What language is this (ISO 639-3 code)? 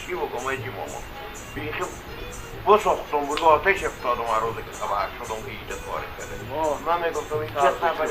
fas